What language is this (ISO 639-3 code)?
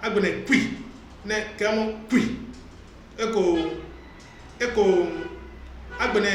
gaa